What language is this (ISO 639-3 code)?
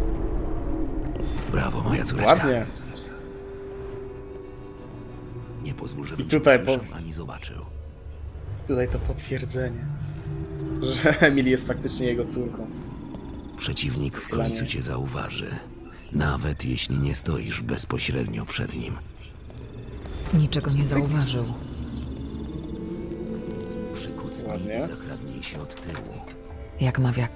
pol